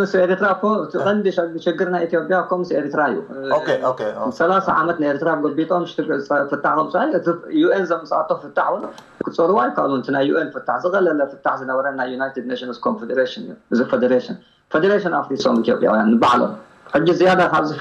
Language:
Tigrinya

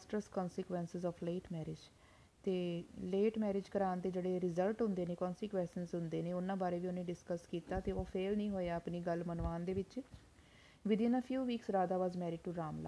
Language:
Punjabi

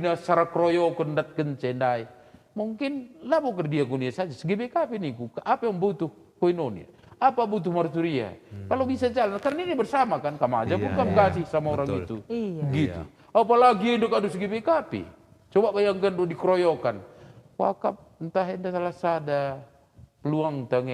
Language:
Batak Karo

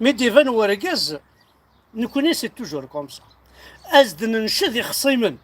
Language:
Kabyle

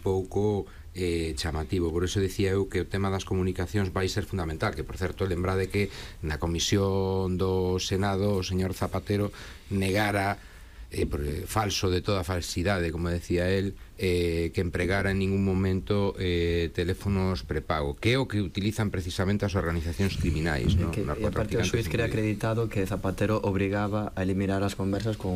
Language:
Galician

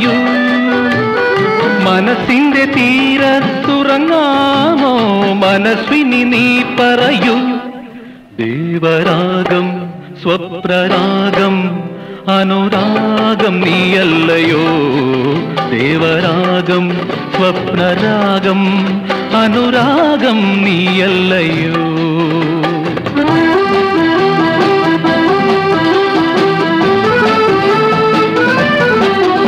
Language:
Malayalam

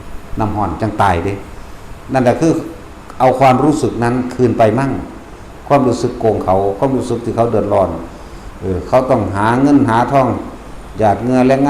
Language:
Northeastern Thai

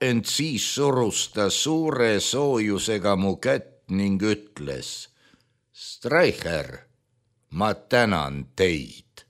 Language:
Estonian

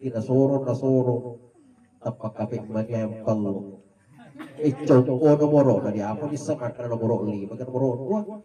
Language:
Buginese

